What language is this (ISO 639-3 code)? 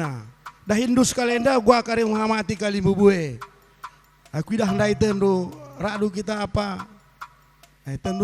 btx